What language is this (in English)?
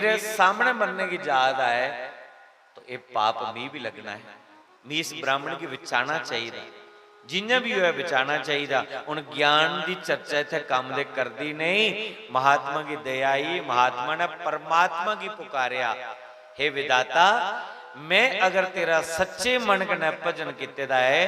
Dogri